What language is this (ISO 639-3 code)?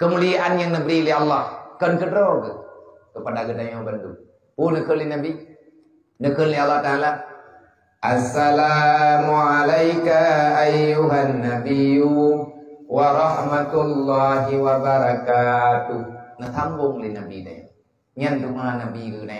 ace